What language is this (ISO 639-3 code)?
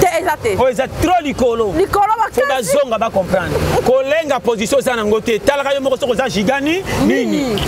lin